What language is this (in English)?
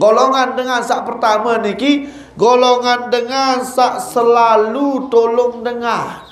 Sasak